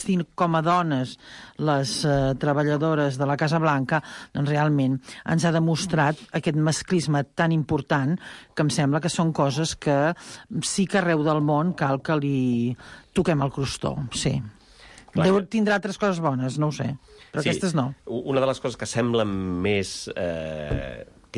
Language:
Catalan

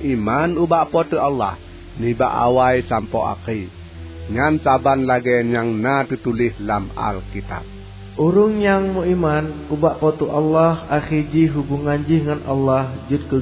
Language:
Achinese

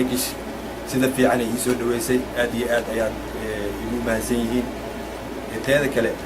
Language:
Somali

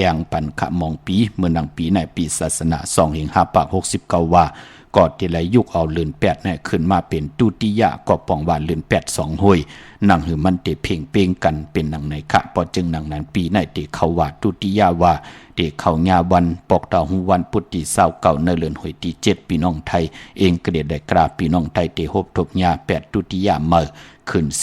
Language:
Shan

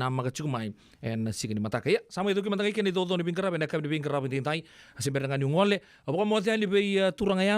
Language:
Fijian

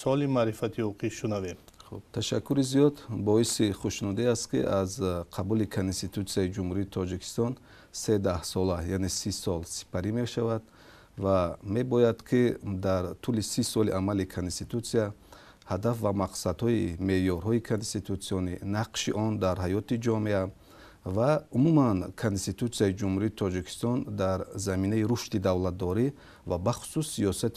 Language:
Tajik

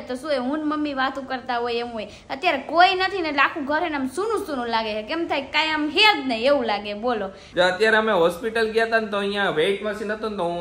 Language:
Gujarati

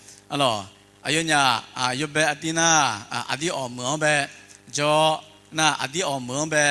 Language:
Akha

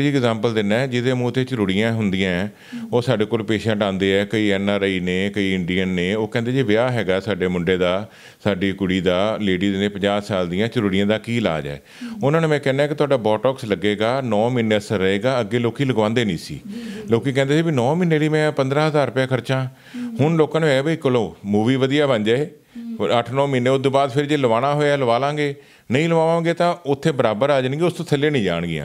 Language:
Punjabi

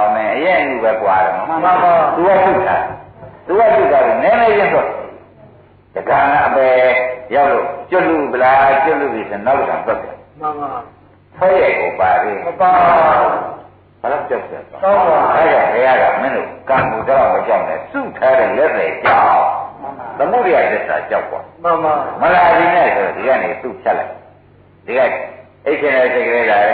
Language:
Burmese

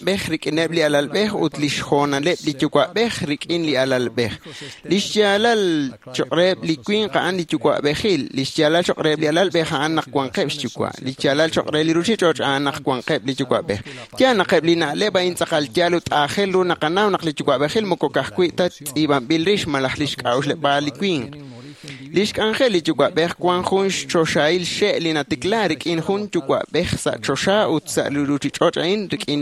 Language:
Kekchí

